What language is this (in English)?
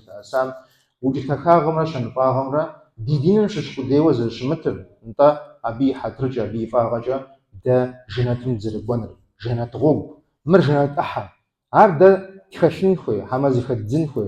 Kabardian